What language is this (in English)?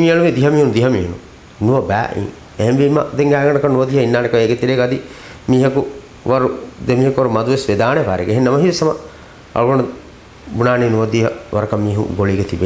Divehi